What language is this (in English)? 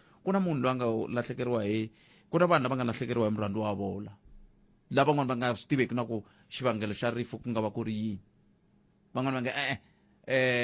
Tsonga